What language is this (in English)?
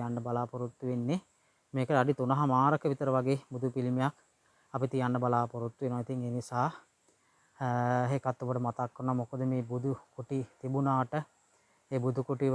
Sinhala